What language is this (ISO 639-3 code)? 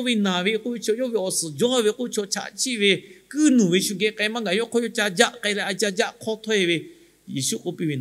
lhu